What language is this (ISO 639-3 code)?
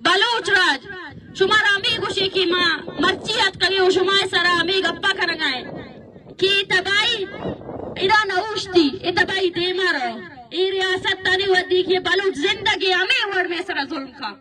bal